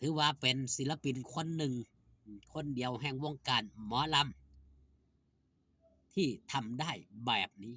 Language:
Northeastern Thai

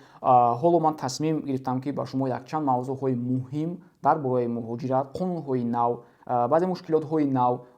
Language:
Tajik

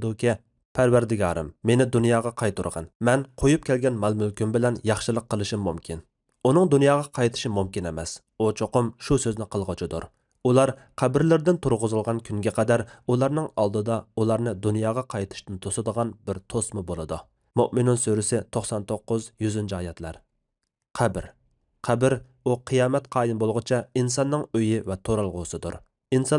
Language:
Uyghur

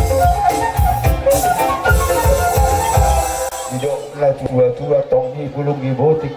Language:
Batak Toba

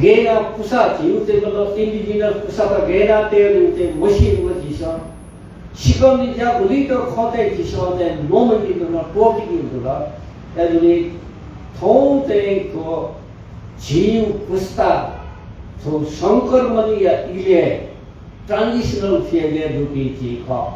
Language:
Newari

